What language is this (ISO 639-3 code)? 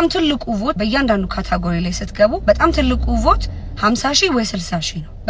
amh